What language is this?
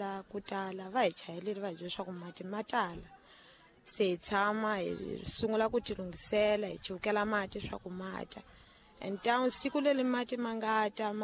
Tsonga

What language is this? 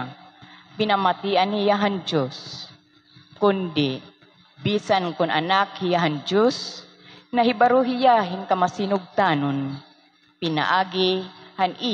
Waray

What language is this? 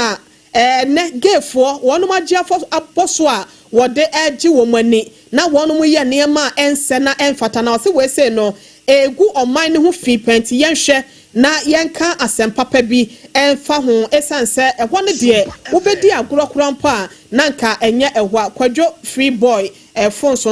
Akan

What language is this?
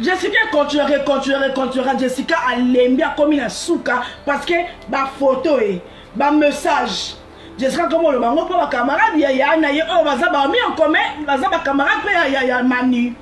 Lingala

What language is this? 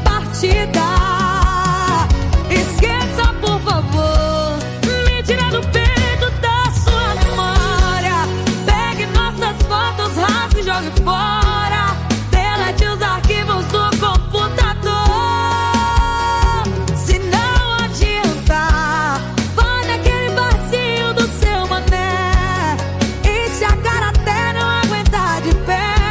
Portuguese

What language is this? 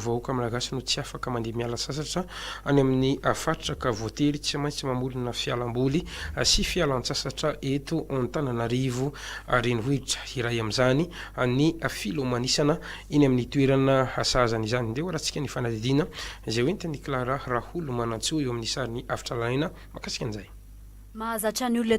Malagasy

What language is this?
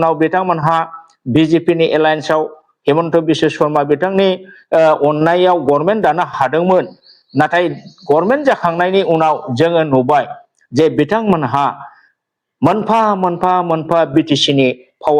Bodo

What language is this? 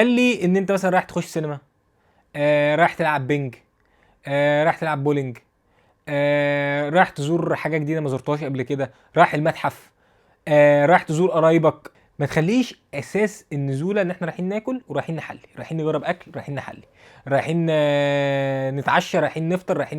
Egyptian Arabic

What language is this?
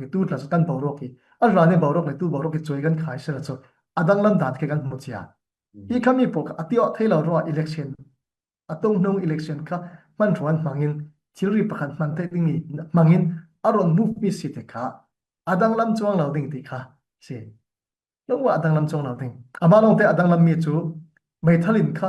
Falam Chin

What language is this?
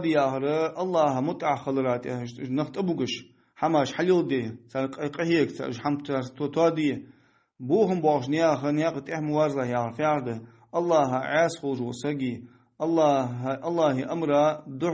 Ingush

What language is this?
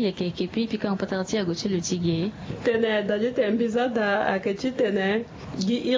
Sango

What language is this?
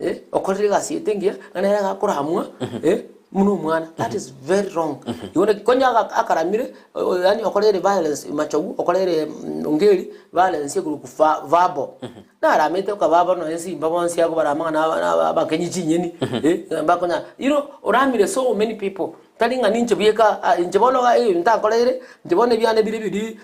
Gusii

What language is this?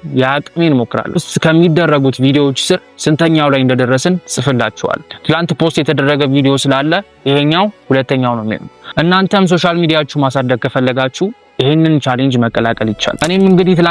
Amharic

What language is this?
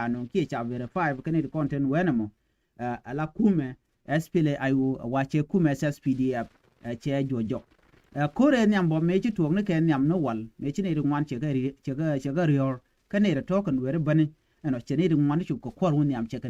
Nuer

